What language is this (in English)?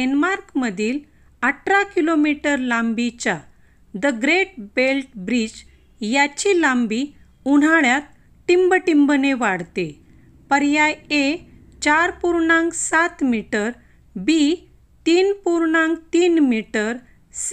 Marathi